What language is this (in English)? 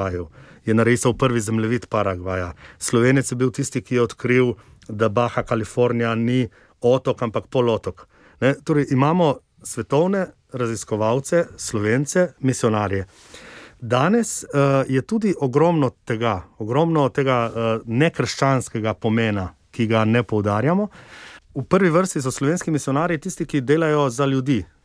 Slovenian